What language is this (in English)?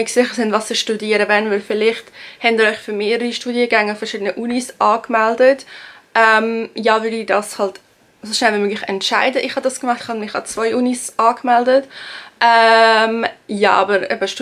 Swiss German